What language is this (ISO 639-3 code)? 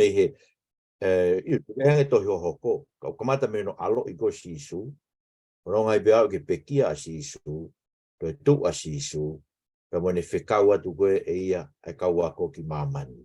ton